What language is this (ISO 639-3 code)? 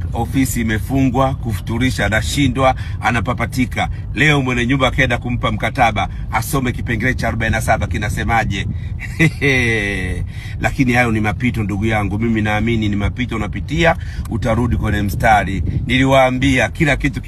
swa